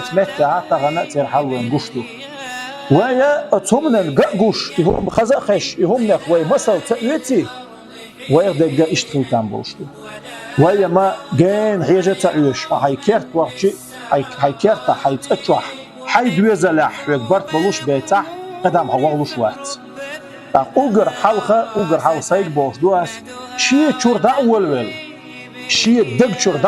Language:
Chechen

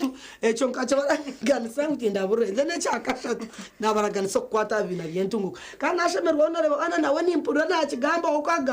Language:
Nyankole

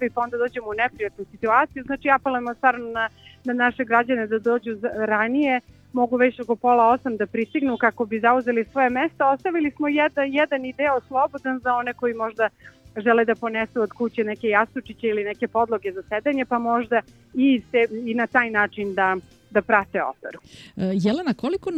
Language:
Serbian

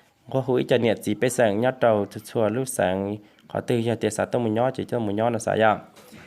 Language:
Hmong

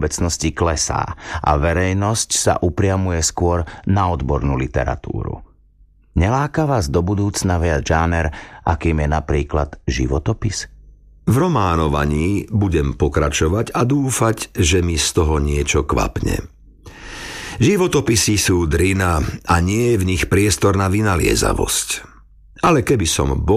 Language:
Slovak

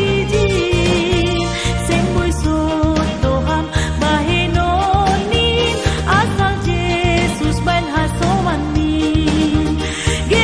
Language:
Batak Simalungun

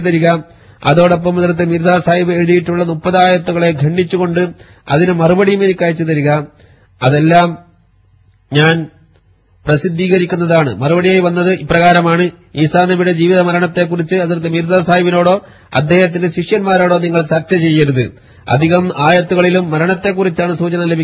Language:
Malayalam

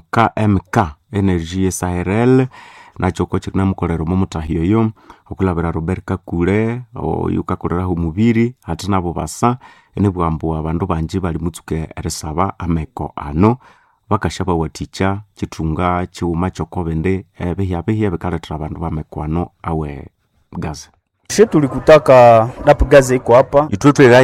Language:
Nande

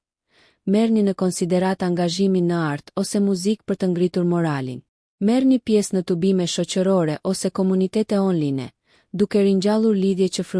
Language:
Albanian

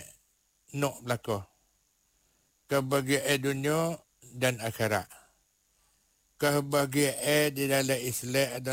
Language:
Malay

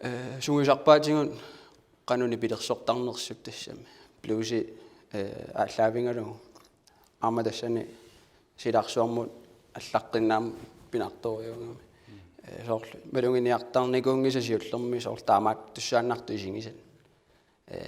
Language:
Kalaallisut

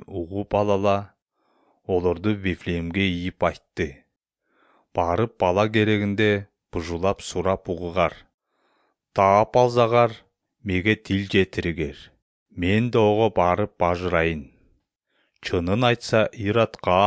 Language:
Kyrgyz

